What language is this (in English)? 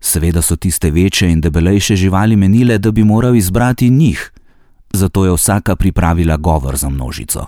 Slovenian